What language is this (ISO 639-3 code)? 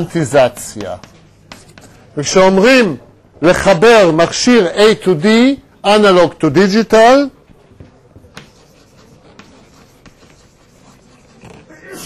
heb